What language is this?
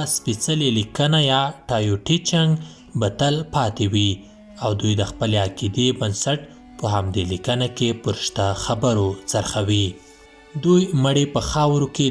Pashto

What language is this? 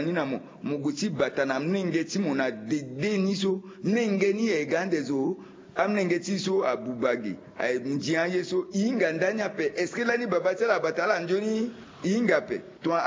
Sango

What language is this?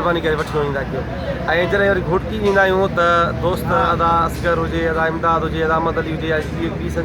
Sindhi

